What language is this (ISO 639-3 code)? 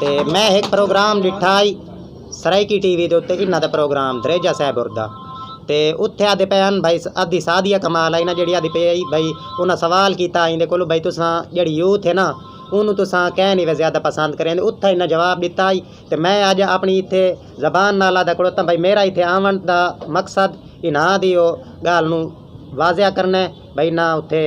skr